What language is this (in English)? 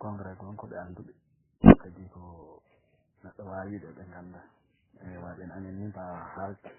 Fula